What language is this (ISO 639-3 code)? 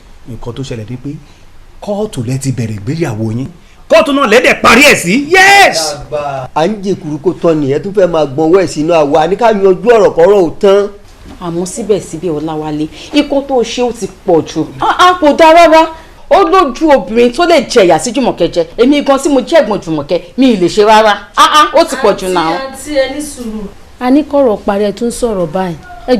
yor